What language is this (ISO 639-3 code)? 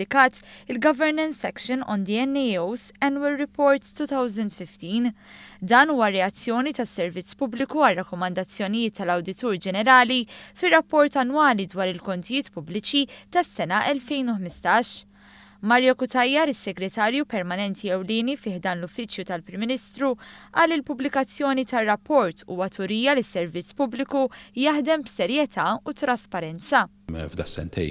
mlt